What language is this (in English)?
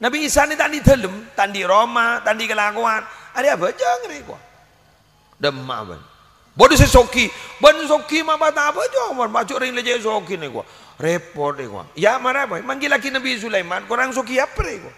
Madurese